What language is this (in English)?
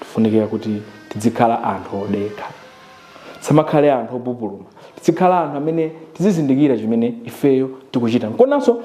Nyanja